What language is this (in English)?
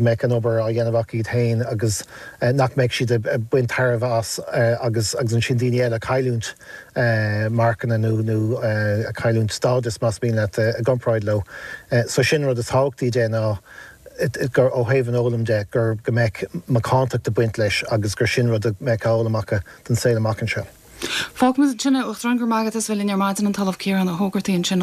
Irish